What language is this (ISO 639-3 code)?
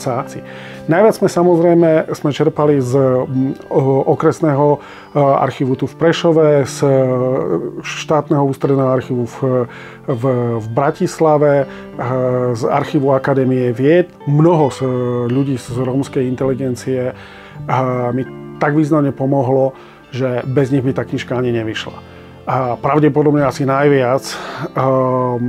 slk